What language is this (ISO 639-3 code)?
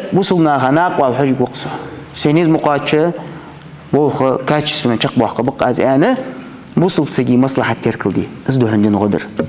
inh